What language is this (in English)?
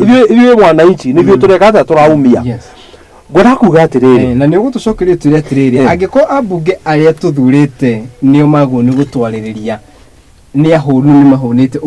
Kikuyu